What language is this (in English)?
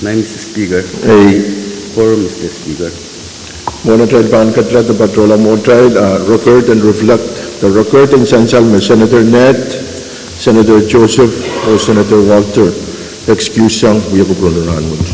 Pohnpeian